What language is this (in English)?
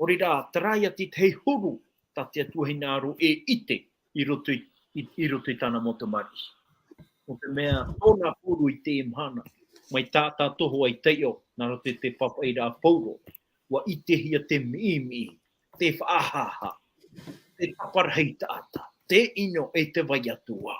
Tahitian